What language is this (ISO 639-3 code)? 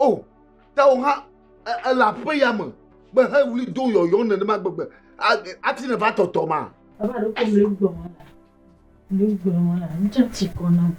ewe